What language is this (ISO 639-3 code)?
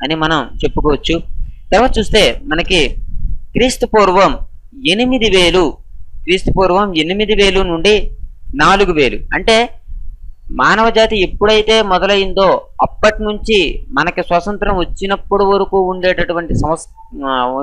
tel